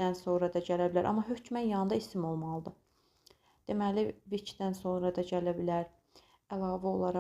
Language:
Azerbaijani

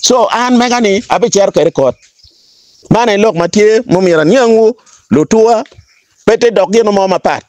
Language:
Acoli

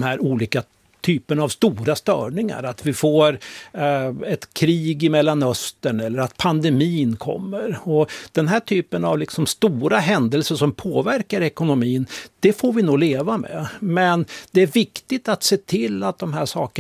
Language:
Swedish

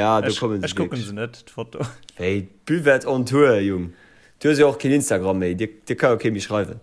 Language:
Luxembourgish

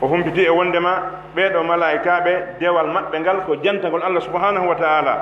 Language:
Pular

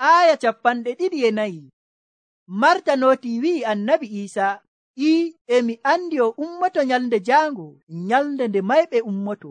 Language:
Nigerian Fulfulde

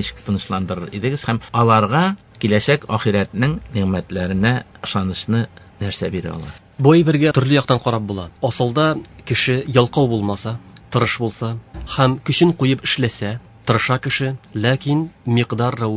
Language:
Tatar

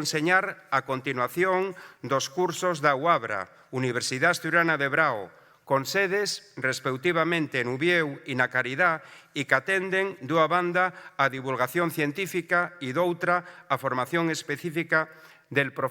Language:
Asturian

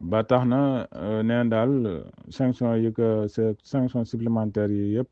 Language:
Wolof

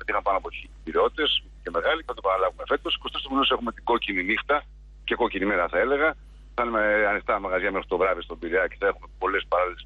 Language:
Greek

